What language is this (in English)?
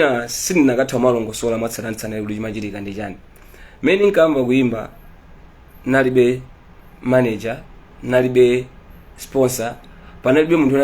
Nyanja